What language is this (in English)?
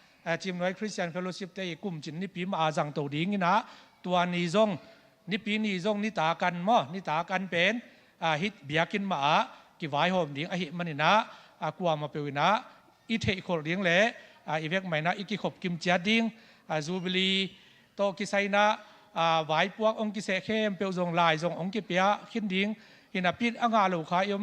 Tedim Chin